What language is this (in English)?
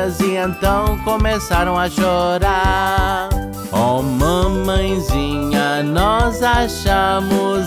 Portuguese